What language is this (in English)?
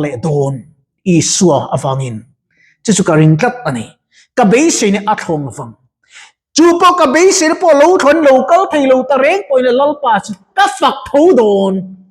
Mizo